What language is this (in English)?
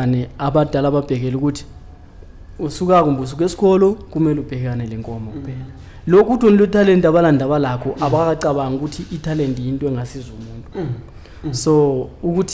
Zulu